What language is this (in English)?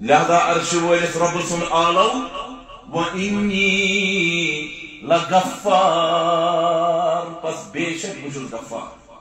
Kashmiri